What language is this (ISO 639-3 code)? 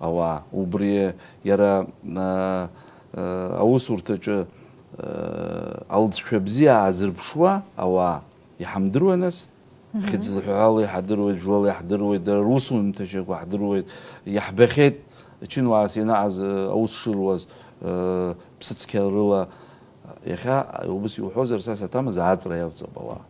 abk